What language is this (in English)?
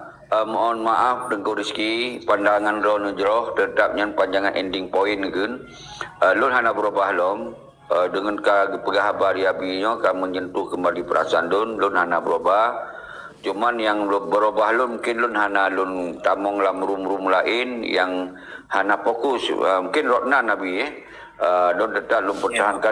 Achinese